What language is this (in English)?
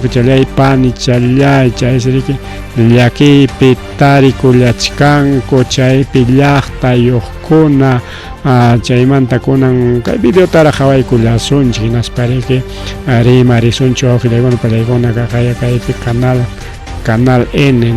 Ayacucho Quechua